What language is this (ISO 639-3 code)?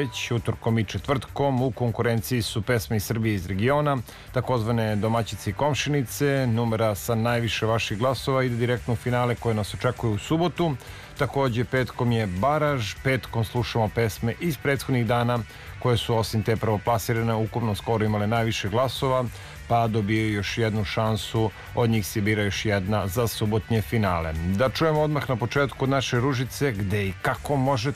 srp